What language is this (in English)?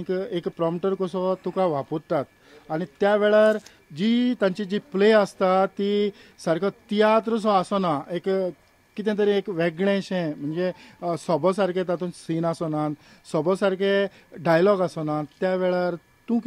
Konkani